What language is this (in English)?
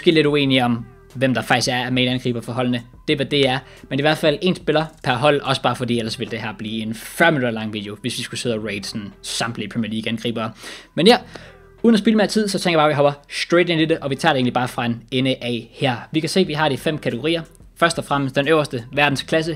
Danish